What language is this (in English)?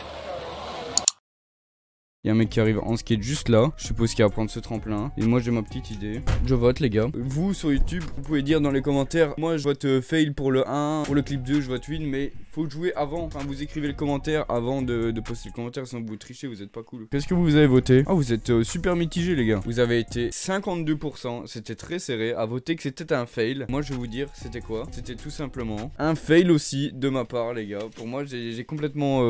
French